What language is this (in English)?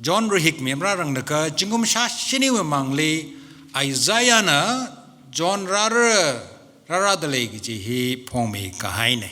Tangkhul Naga (India)